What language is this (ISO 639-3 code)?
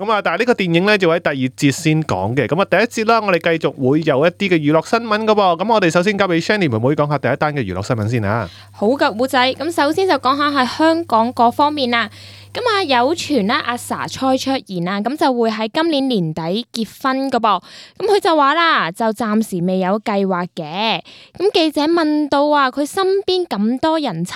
yue